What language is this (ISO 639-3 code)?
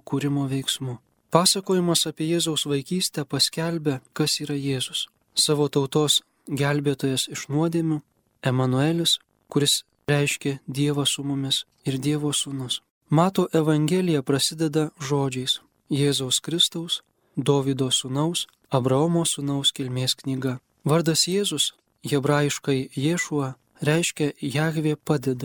lit